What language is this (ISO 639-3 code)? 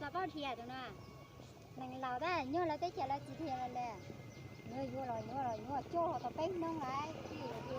hmn